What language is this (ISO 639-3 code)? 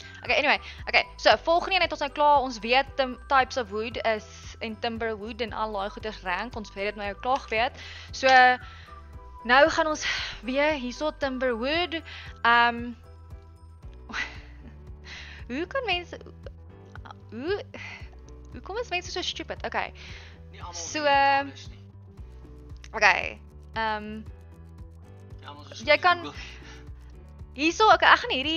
afr